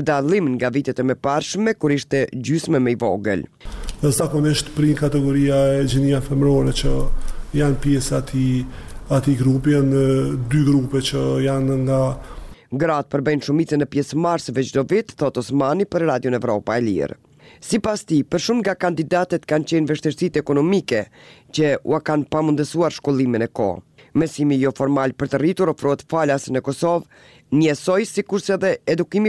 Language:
Albanian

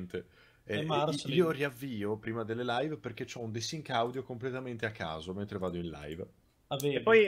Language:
Italian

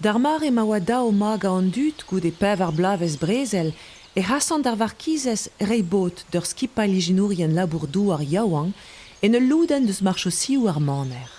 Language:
Breton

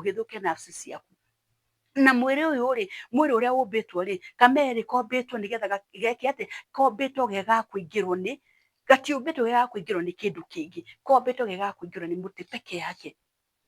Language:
Kikuyu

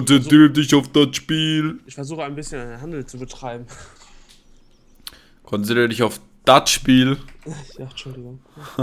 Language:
Swiss German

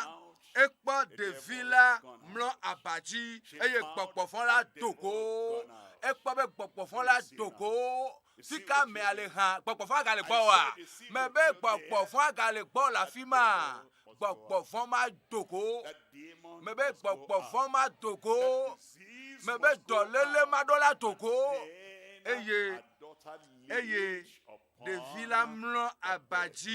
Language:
Ewe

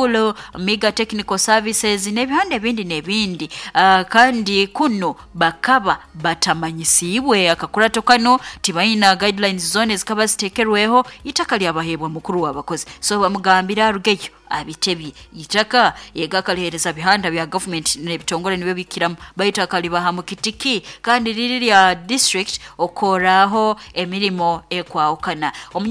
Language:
Nyoro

